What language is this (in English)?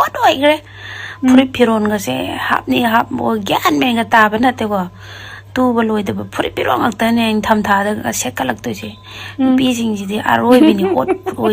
Manipuri